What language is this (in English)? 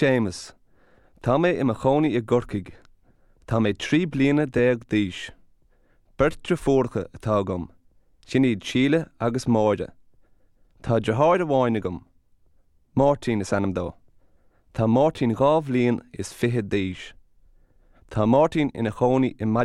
Irish